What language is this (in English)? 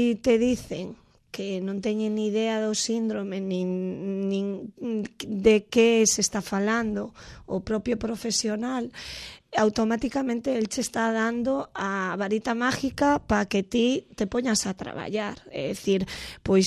Galician